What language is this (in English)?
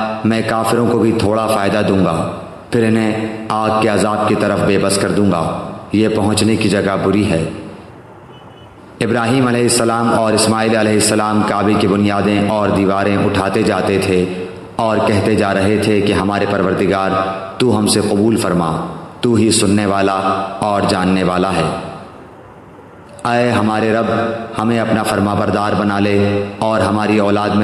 Urdu